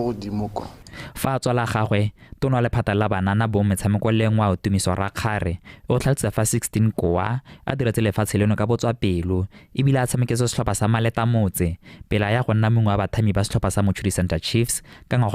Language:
Tswana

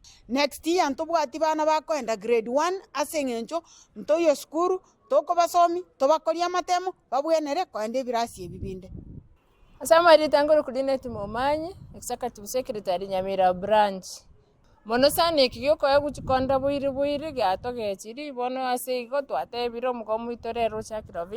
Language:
Gusii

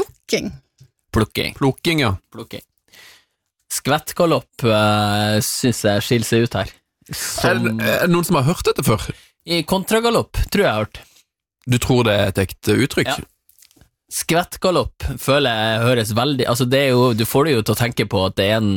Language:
Norwegian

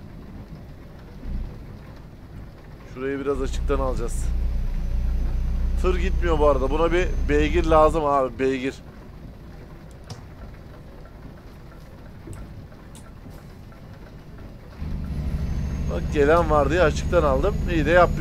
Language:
Turkish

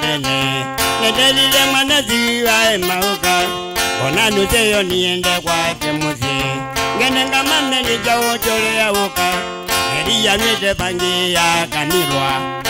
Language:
Kamba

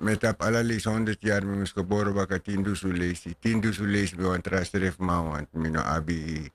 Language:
Sranan Tongo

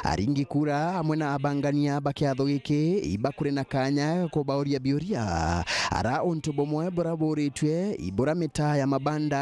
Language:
Meru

